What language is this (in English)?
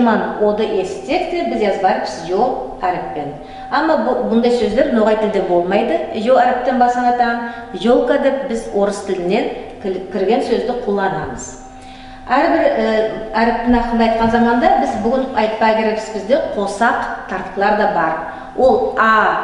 Nogai